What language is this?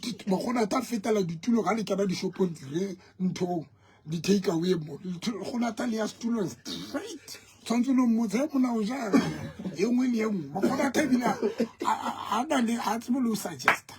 Southern Sotho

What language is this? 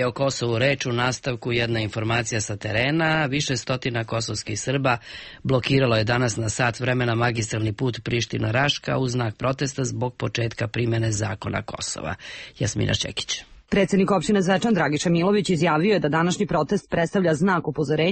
Serbian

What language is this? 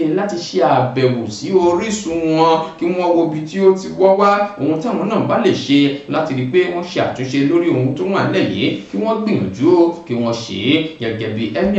Yoruba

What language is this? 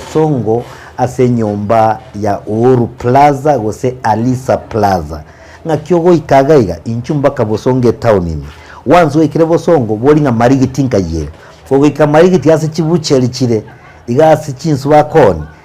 Gusii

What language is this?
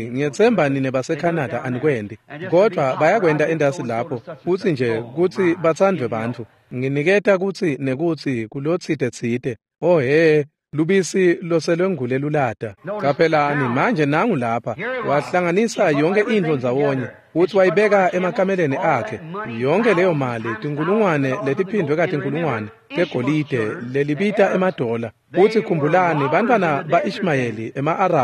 Swati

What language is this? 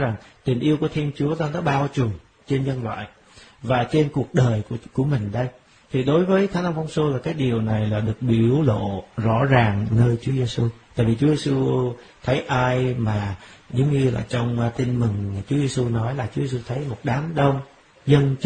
Vietnamese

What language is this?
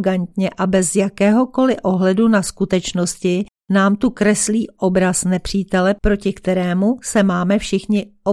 Czech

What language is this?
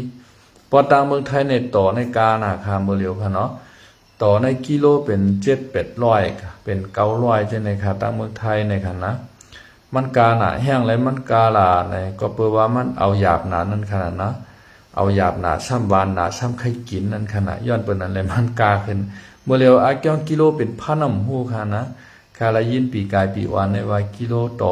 Shan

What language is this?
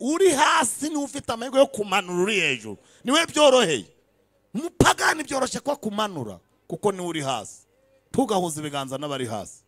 Kinyarwanda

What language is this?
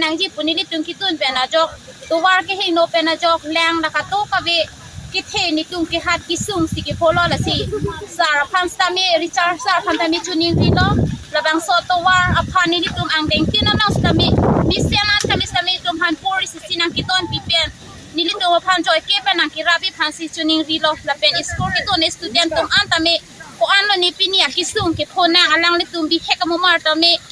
Karbi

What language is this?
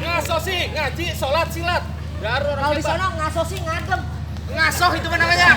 Betawi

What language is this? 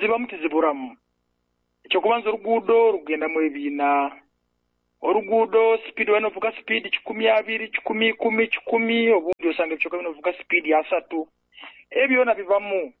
Nyoro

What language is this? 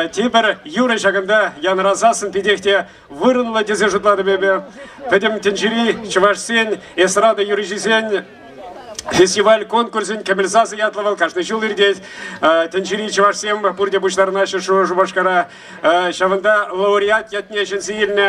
Chuvash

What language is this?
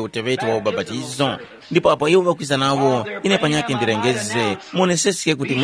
Tumbuka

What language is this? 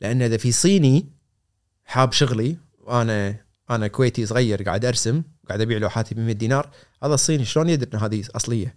Gulf Arabic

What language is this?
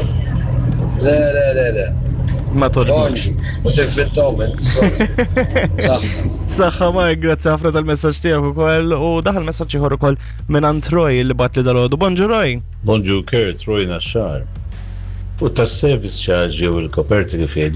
Maltese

